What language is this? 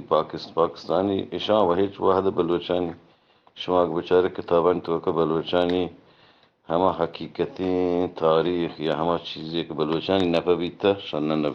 Eastern Balochi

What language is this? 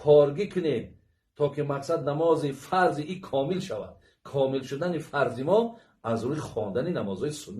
Tajik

